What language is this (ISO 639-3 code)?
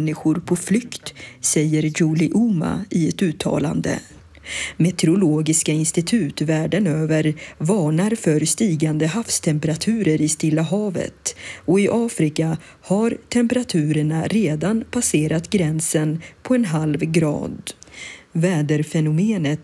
swe